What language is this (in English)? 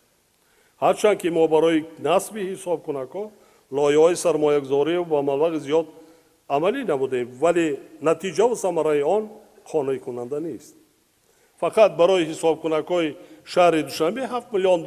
Tajik